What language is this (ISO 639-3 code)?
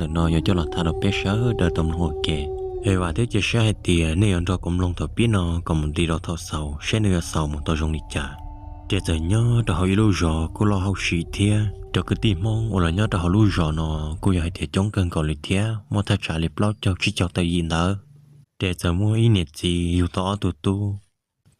hmn